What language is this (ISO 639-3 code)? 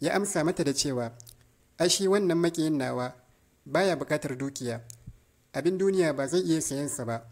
hau